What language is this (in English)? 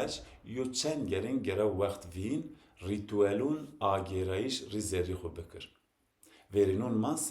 Zaza